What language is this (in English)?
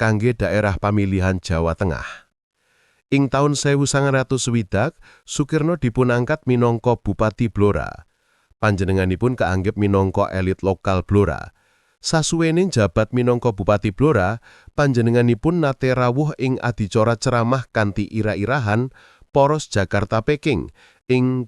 Javanese